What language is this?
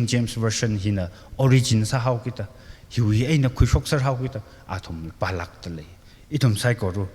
Tangkhul Naga (India)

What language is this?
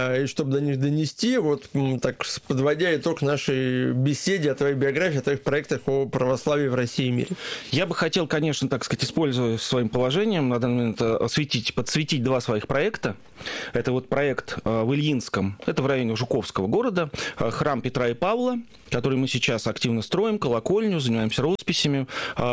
Russian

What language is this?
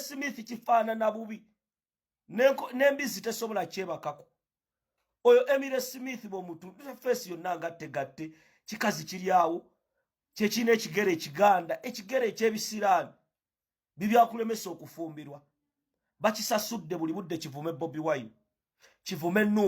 Ganda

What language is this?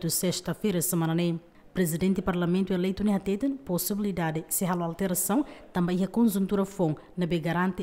Tetum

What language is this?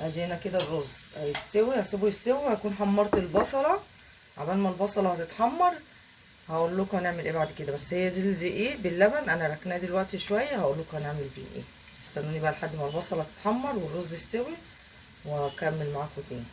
Egyptian Arabic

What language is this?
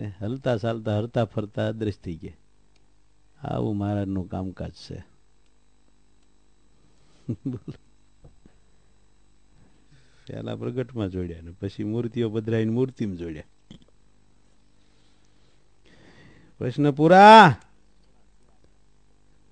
Gujarati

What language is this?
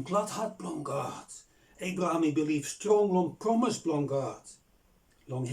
Bislama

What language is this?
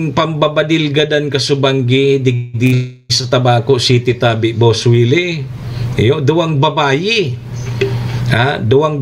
Bikol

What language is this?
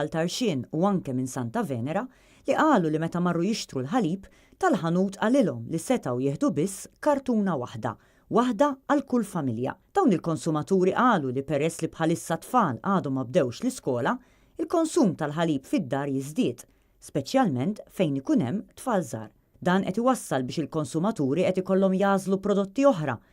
Maltese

